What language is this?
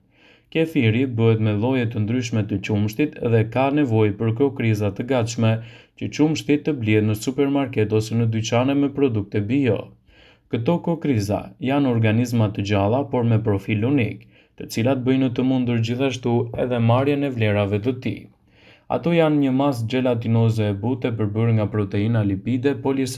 Albanian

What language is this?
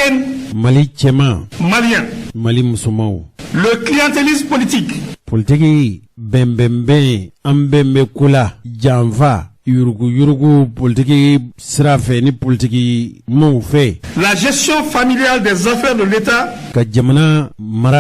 Bambara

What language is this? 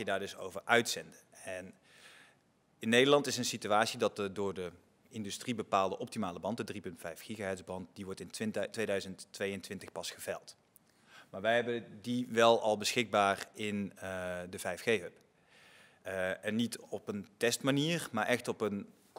Dutch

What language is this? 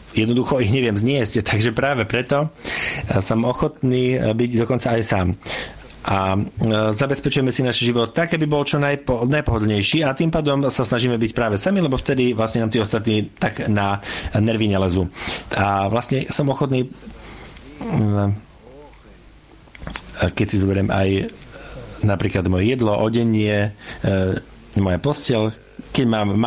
Slovak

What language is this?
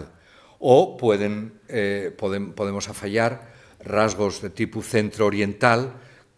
Asturian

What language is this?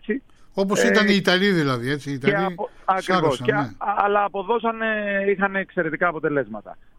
Greek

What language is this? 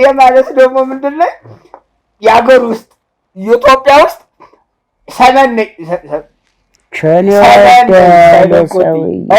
Amharic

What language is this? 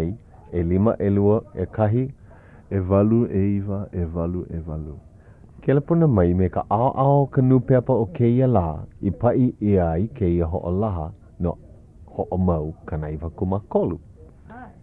Hawaiian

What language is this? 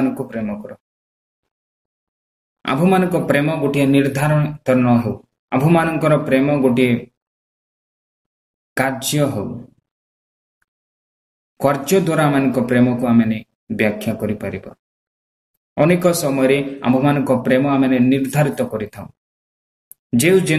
Odia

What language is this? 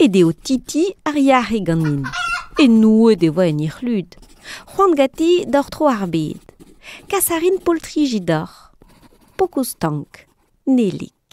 Breton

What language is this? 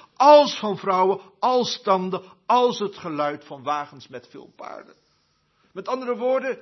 Dutch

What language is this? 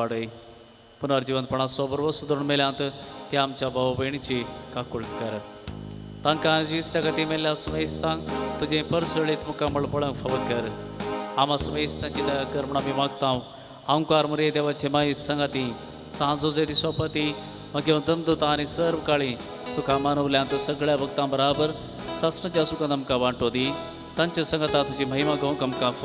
Konkani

